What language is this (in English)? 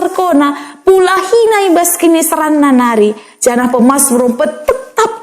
Batak Karo